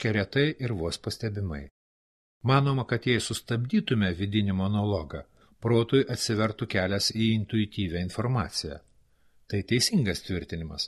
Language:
Lithuanian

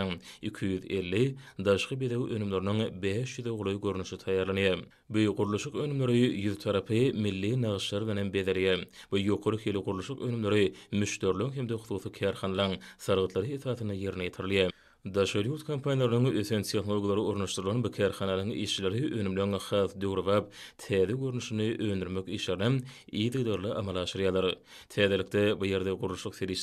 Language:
Turkmen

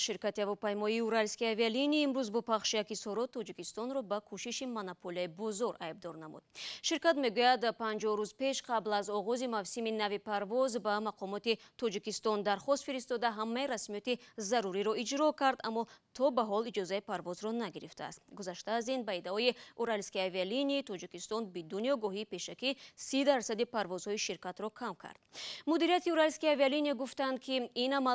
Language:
Tajik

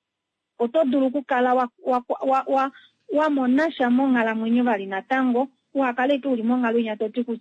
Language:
Kuanyama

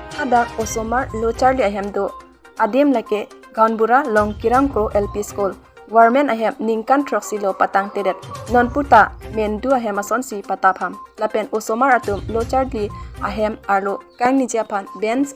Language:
Karbi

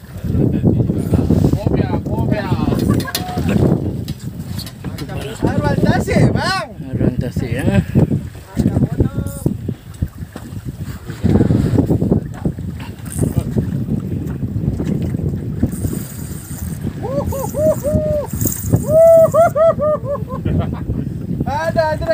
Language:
Malay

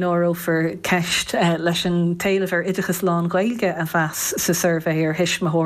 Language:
Irish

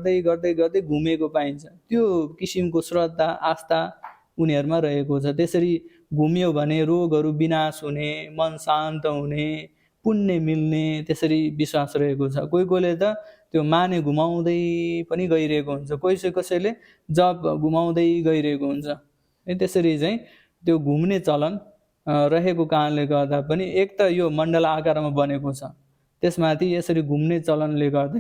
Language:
Nepali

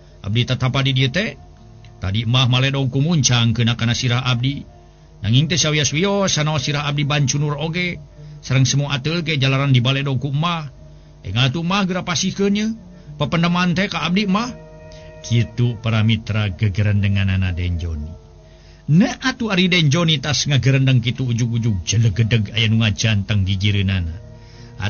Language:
Sundanese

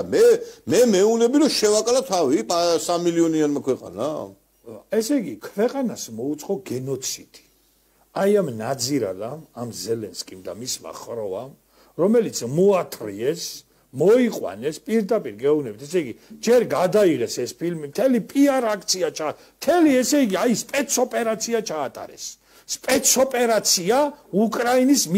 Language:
Georgian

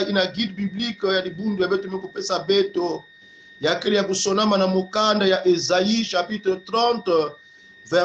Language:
Kongo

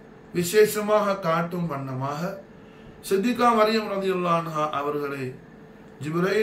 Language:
Tamil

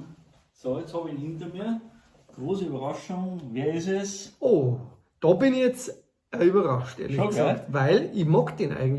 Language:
Bavarian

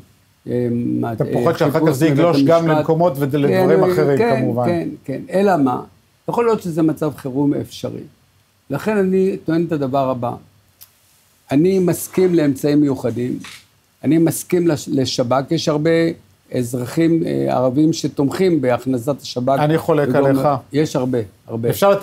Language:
Hebrew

